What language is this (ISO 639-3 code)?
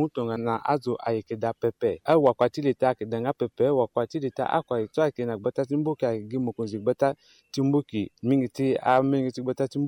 sag